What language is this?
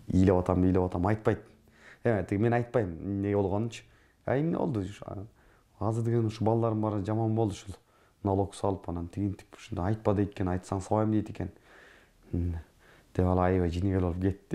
Kyrgyz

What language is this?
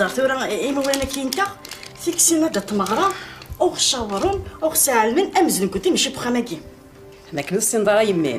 Kabyle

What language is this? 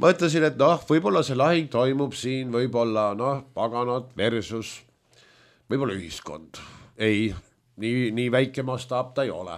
Estonian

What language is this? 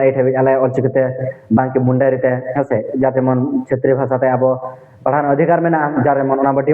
Santali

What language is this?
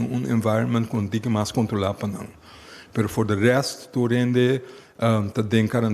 Papiamento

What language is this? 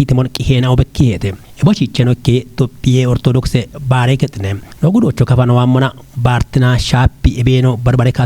Kafa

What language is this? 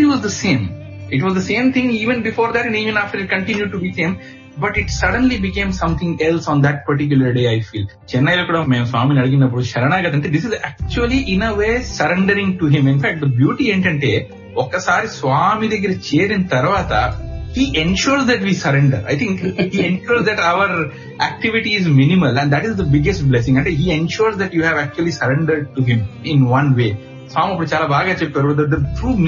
Telugu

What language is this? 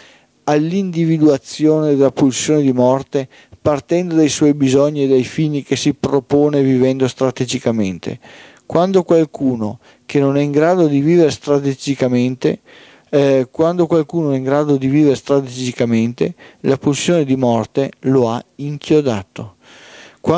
Italian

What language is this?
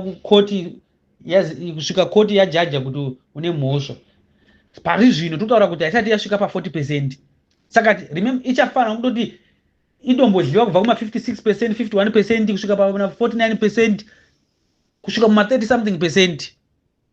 Shona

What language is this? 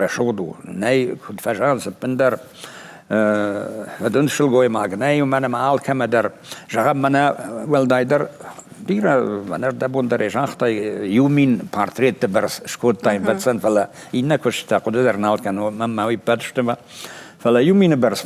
Ossetic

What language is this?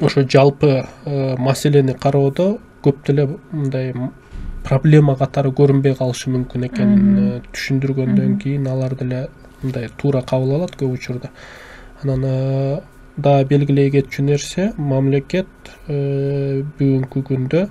Kyrgyz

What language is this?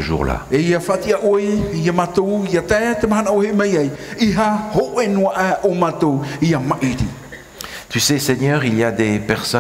Tahitian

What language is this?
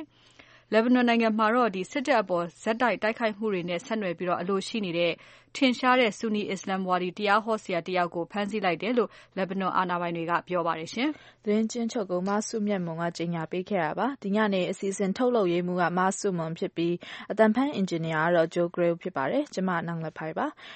Burmese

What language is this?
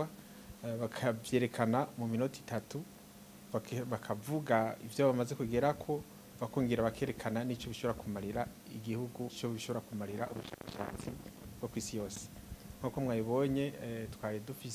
Rundi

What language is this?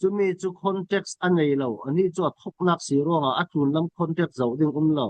Falam Chin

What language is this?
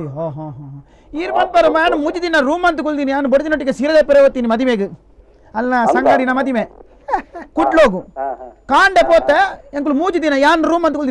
Tulu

